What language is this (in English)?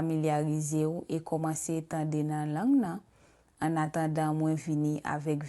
Haitian Creole